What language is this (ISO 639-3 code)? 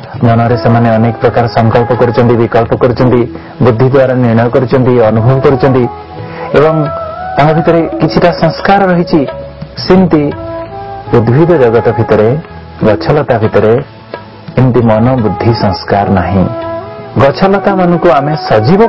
ori